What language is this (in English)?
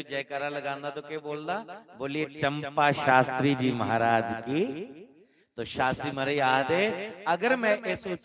Dogri